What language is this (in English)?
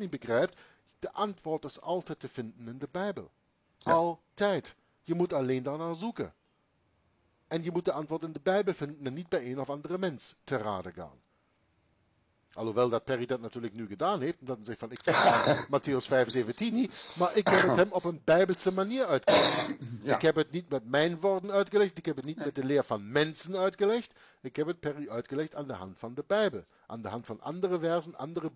Dutch